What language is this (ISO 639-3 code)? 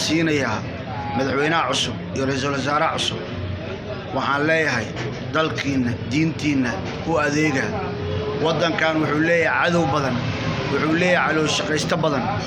som